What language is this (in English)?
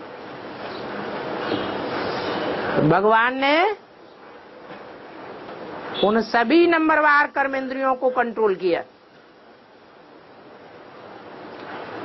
Hindi